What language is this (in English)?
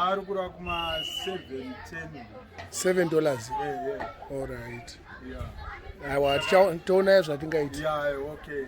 Shona